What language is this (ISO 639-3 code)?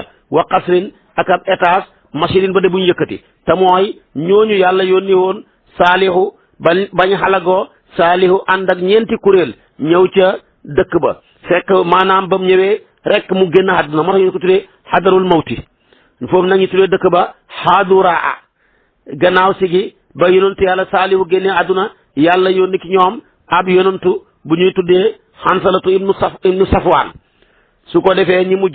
wol